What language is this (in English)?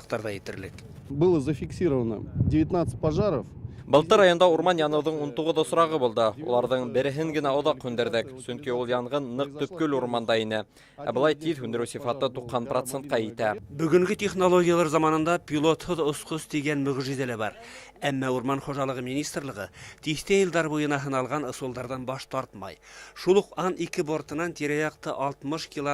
Bashkir